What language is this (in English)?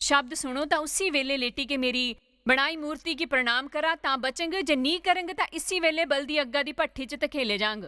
Dogri